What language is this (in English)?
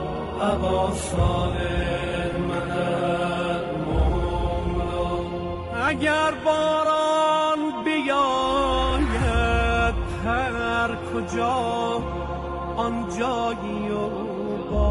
Persian